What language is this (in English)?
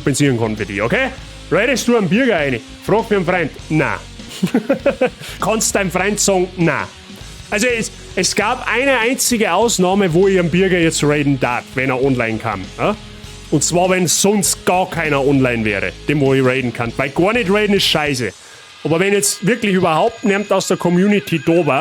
Bavarian